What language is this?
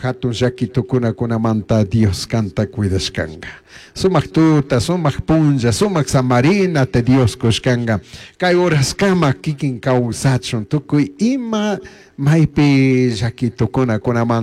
Chimborazo Highland Quichua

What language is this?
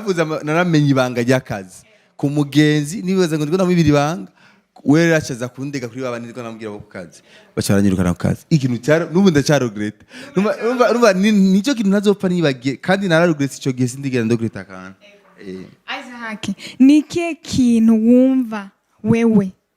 Rundi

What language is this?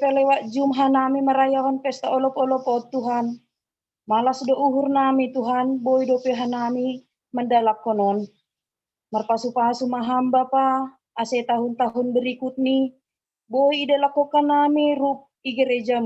Batak Simalungun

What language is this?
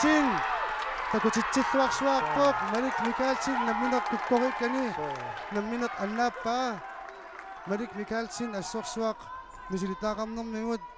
Kalaallisut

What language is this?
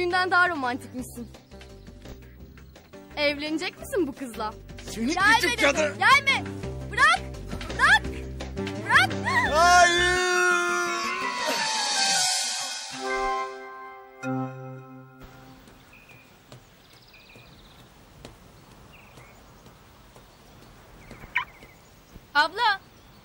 Turkish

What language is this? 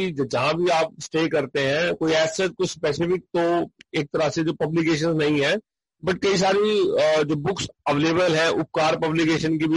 Hindi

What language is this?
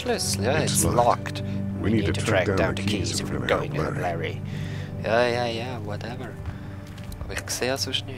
Swiss German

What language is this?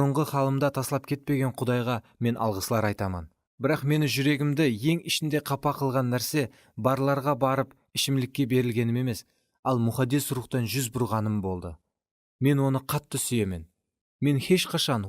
Kara-Kalpak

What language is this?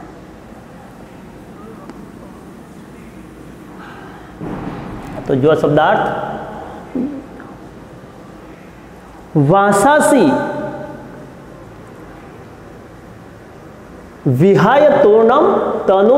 Gujarati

